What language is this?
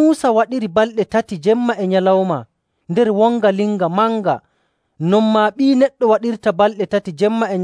Nigerian Fulfulde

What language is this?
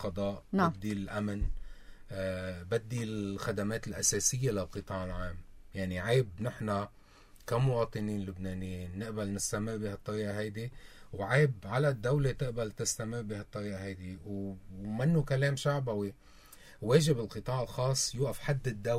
North Levantine Arabic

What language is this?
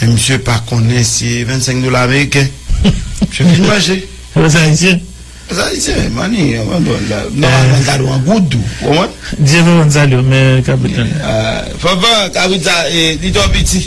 Haitian Creole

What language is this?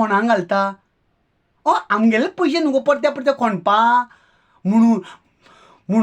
Konkani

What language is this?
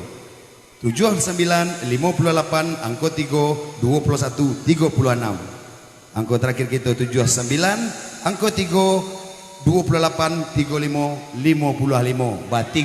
Minangkabau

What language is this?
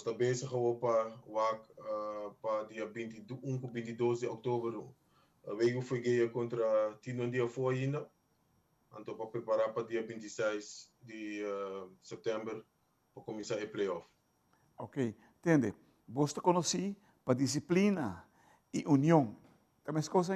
Papiamento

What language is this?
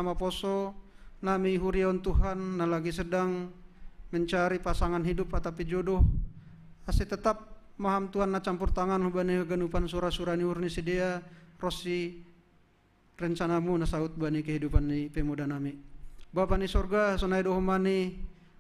Batak Simalungun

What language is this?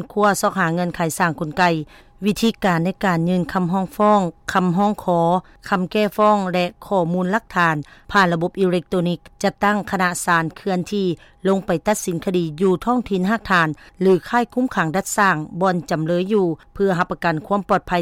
Lao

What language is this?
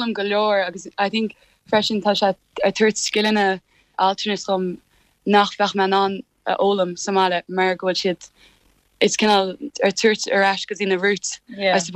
Irish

